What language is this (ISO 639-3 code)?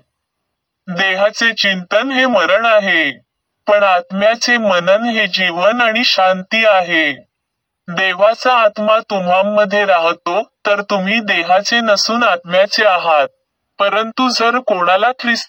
mar